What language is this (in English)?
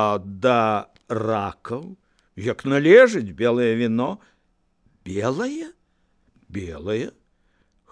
Belarusian